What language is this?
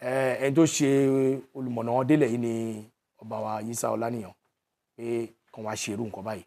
Yoruba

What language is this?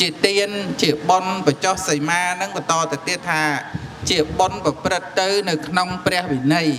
Khmer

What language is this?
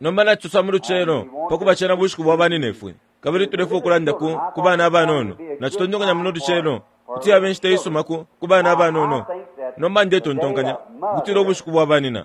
Bemba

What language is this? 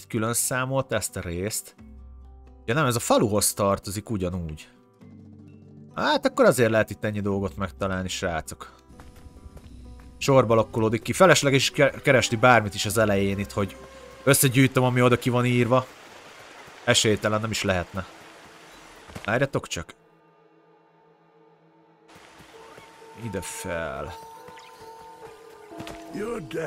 Hungarian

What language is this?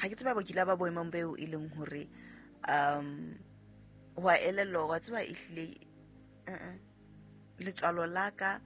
Southern Sotho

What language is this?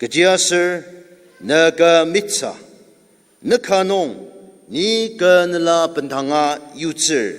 Ao Naga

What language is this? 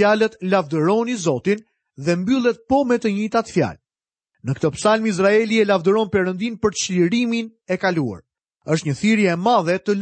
Albanian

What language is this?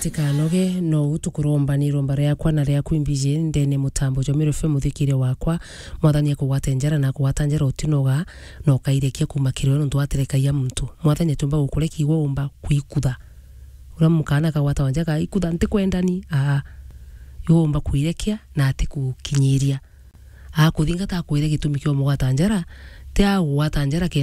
Meru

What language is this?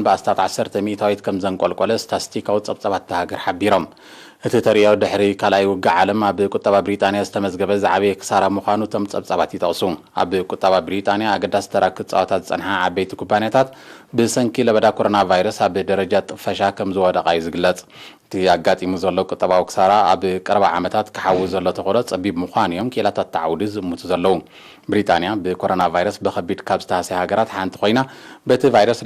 Tigrinya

